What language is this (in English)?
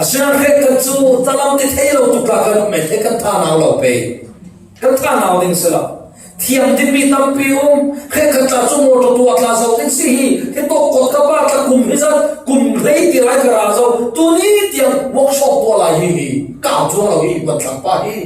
Falam Chin